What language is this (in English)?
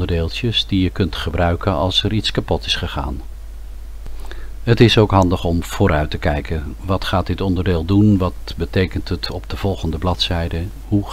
Dutch